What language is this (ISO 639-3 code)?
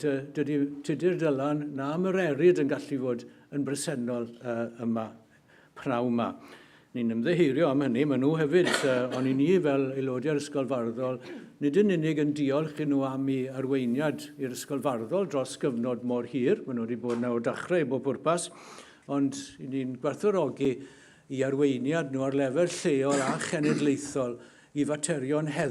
cym